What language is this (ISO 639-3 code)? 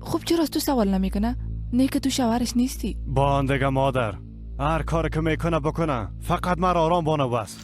fas